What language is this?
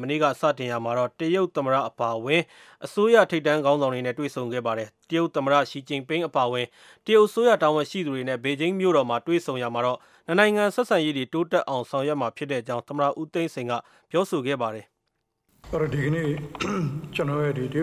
Burmese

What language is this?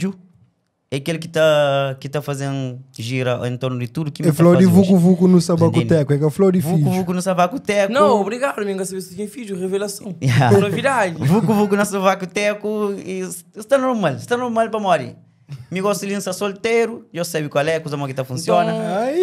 Kabuverdianu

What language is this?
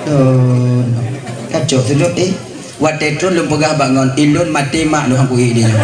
Achinese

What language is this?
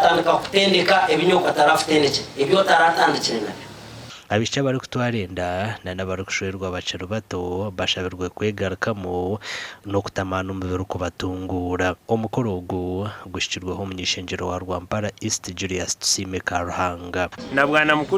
Nyankole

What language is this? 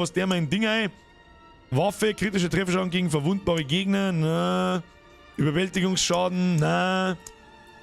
Bavarian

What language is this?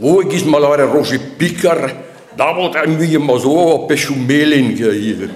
Breton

